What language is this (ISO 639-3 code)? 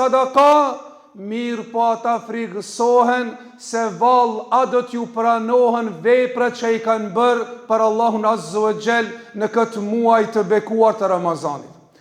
sqi